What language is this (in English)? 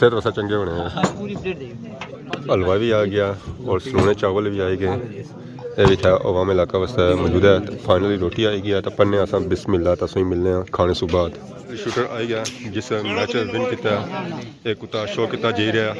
Pahari-Potwari